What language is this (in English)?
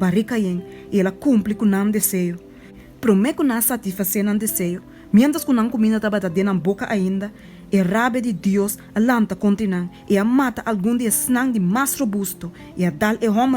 Papiamento